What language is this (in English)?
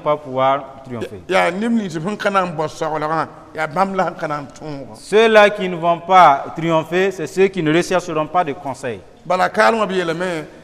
Mossi